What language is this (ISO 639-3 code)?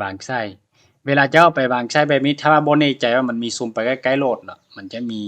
lao